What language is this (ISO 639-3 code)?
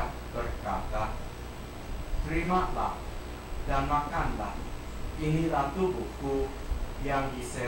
ind